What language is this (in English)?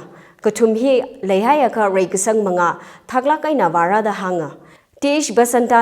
Tangkhul Naga (India)